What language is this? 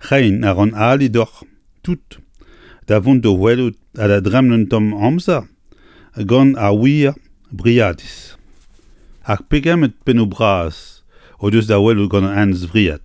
Breton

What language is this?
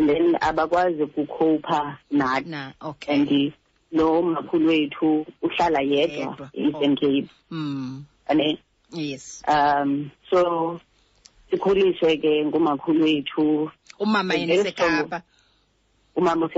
Xhosa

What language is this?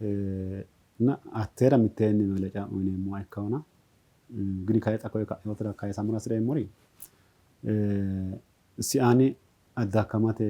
Sidamo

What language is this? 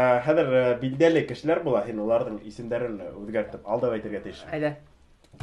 Bashkir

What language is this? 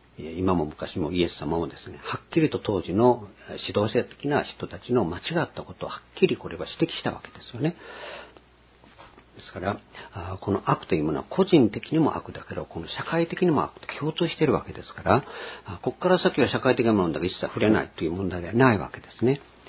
Japanese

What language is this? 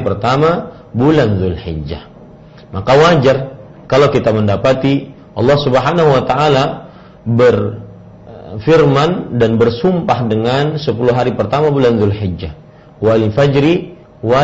Indonesian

